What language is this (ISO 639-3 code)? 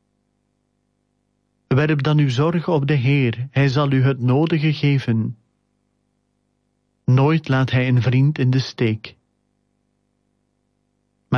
nld